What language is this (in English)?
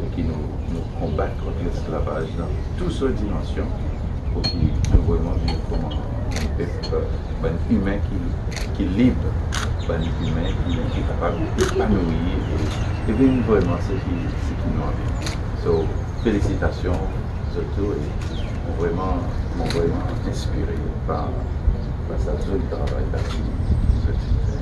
Morisyen